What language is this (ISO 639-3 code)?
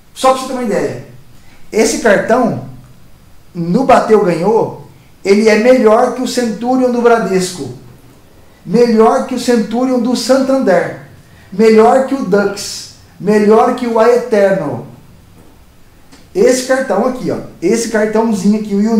por